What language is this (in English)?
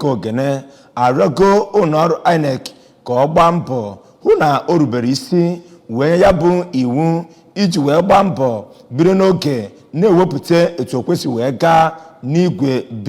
Igbo